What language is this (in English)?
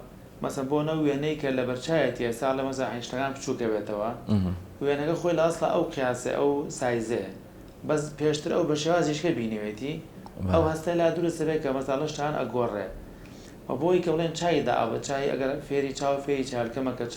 Central Kurdish